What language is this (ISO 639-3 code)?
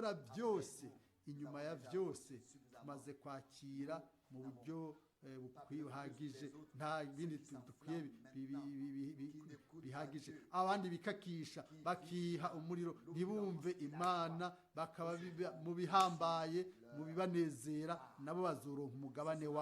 run